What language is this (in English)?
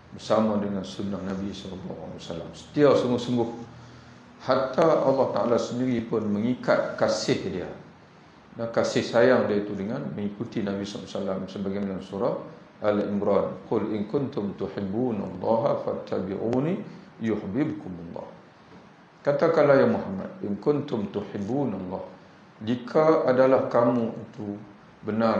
Malay